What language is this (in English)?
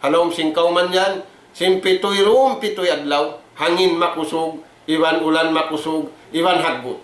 Tausug